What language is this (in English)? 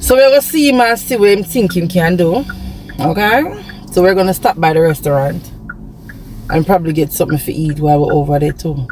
Jamaican Creole English